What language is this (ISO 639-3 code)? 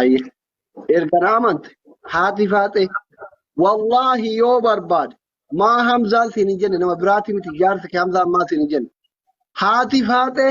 orm